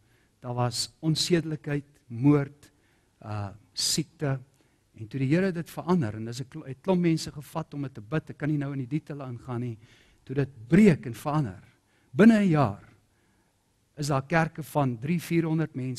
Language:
Afrikaans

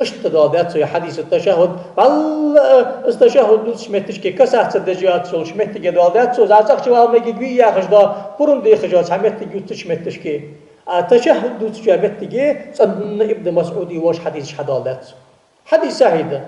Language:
Ingush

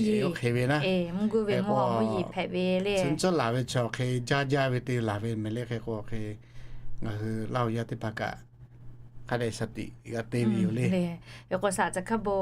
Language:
Lahu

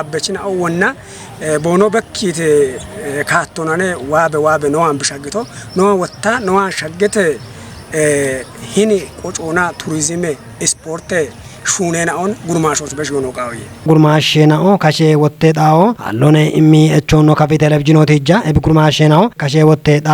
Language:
Kafa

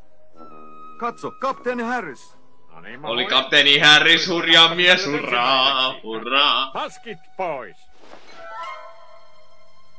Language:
Finnish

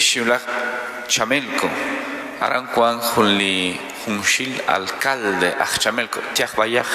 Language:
Kekchí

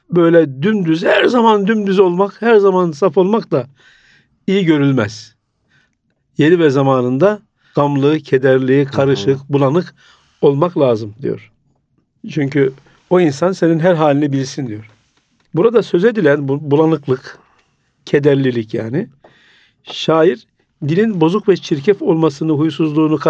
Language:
Turkish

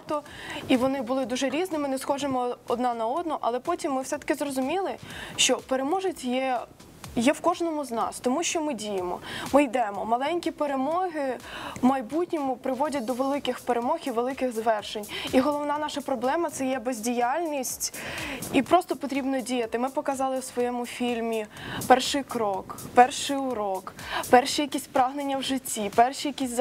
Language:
Ukrainian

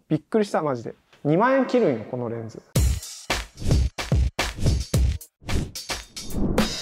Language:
Japanese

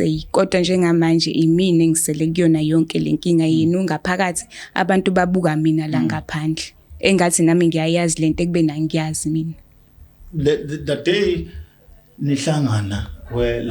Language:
Zulu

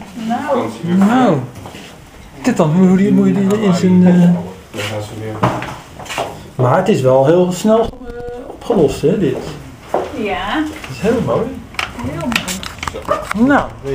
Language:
Dutch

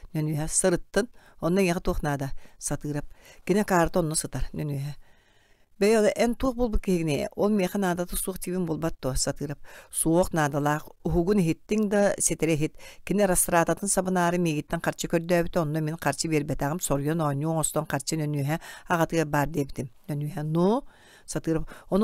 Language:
Yakut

